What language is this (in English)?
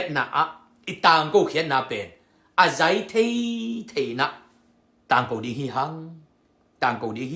Tedim Chin